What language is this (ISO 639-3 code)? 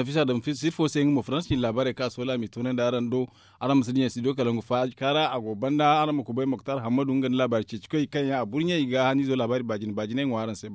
dje